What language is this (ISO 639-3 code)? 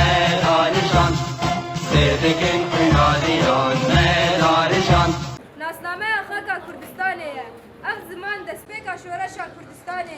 kur